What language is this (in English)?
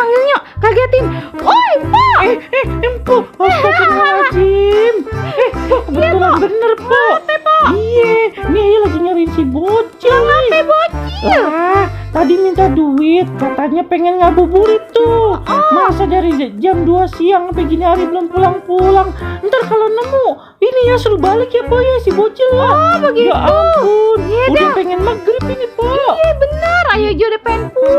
Betawi